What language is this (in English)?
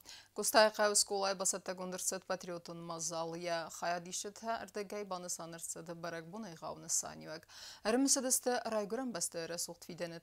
Ossetic